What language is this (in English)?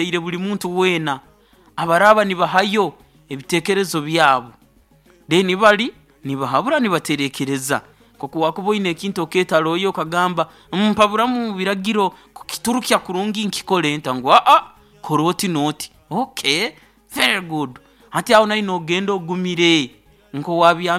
Nyoro